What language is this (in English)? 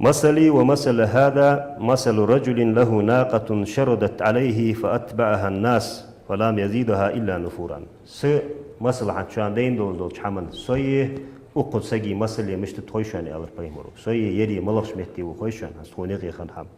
Ingush